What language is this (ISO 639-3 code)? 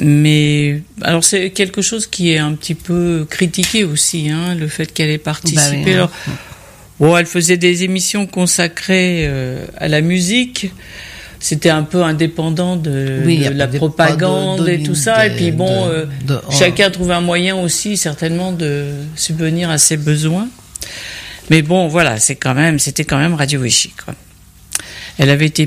fra